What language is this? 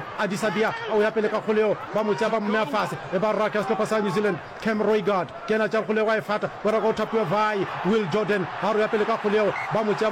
Northern Sotho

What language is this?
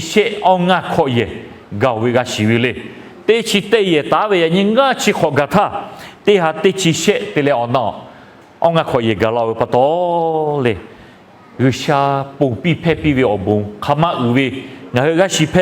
Lahu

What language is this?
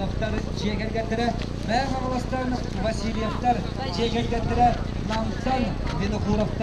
Yakut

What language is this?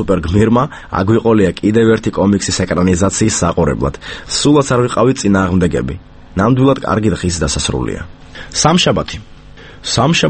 Georgian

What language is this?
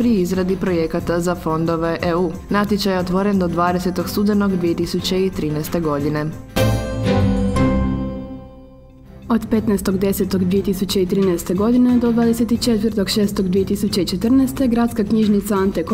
Croatian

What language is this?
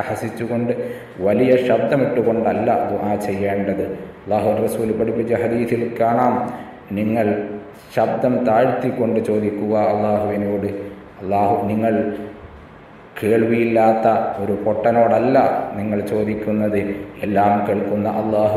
Malayalam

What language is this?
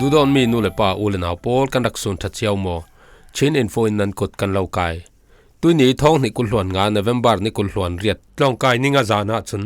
Falam Chin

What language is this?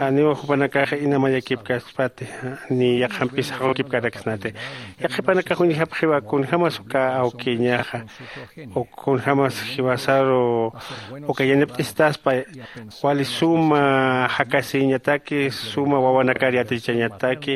Aymara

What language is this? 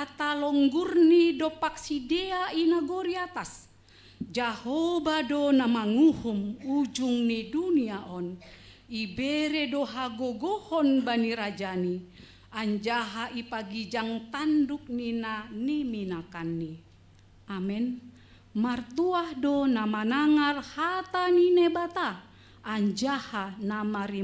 Batak Simalungun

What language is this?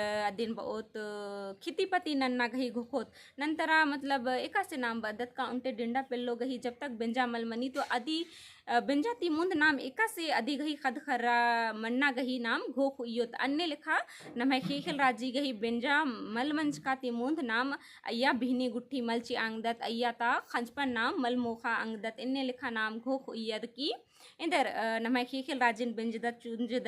Kurukh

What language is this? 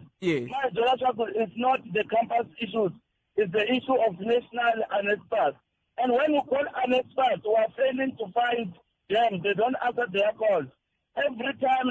Tsonga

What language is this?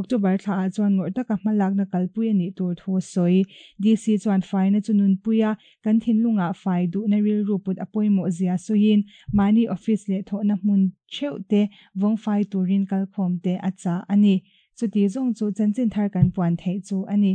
Mizo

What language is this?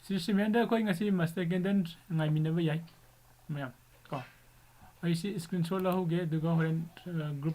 Manipuri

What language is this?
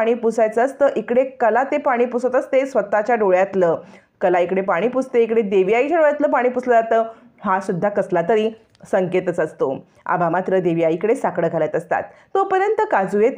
Marathi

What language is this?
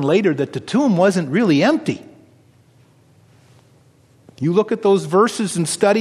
English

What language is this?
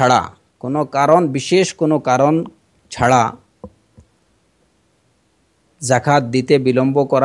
Bangla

